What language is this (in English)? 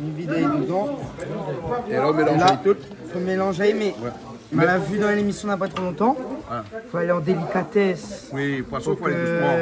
Réunion Creole French